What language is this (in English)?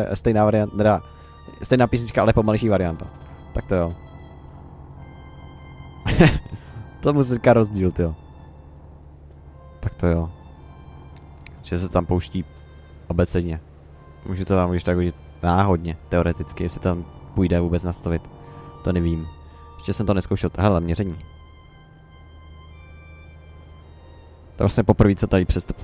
Czech